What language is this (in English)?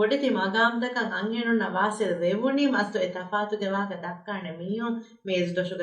Divehi